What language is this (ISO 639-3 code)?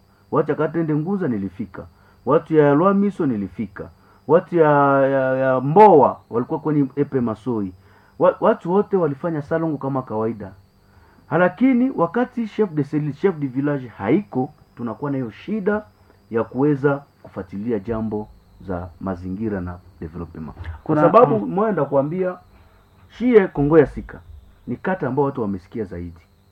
swa